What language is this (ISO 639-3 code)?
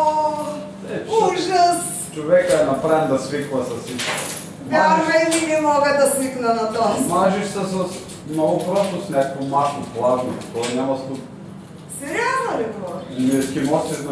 bul